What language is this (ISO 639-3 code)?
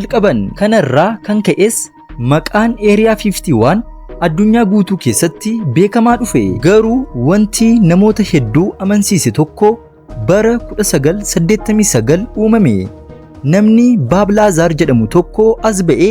orm